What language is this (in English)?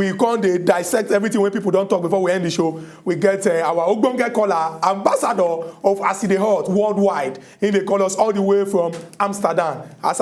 Nigerian Pidgin